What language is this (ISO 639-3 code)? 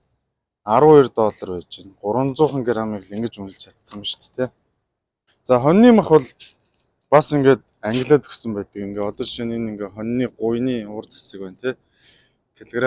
mon